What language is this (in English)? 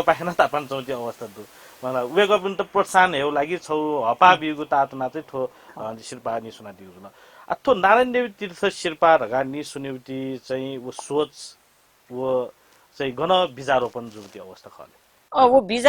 Newari